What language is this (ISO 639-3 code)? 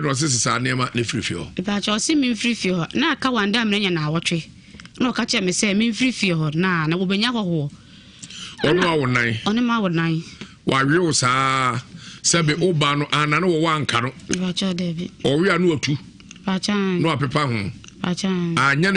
aka